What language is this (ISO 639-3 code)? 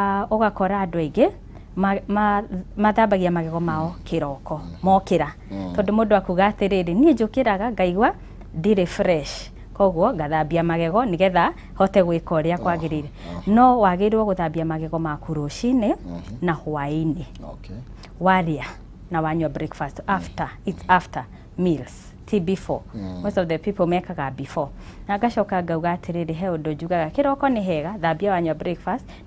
kik